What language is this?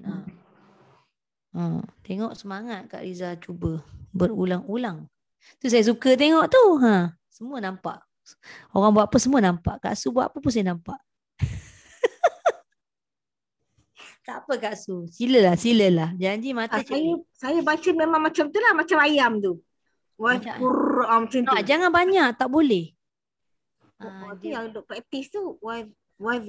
Malay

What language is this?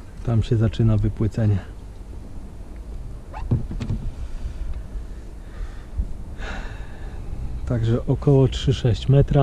Polish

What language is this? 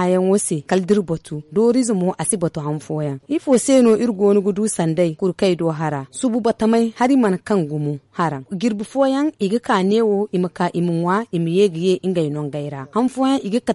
Zarma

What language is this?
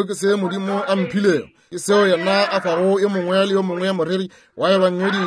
Northern Sotho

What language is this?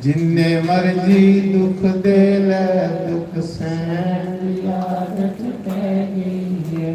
Dogri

